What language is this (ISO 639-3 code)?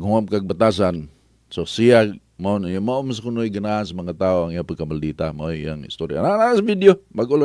ceb